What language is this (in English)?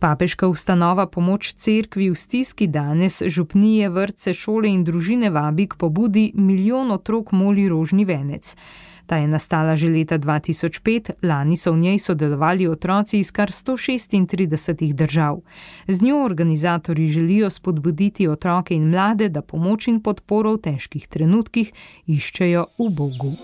Slovenian